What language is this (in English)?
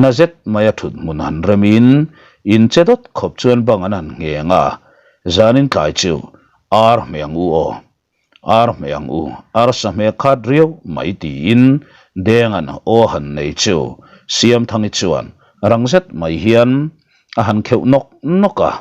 Mizo